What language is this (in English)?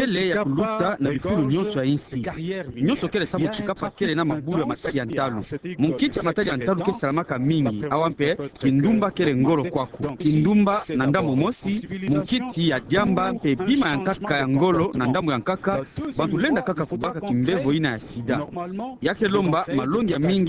Kituba (Democratic Republic of Congo)